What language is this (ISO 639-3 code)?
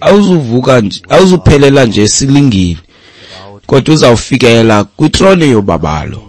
xho